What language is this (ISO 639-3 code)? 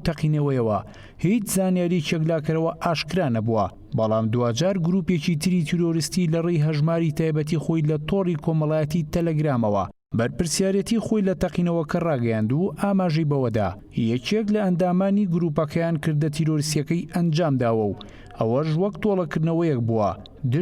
ckb